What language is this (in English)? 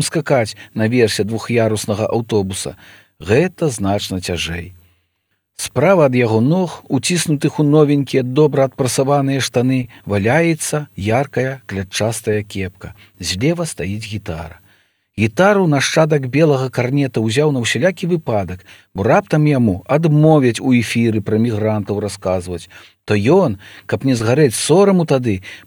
Belarusian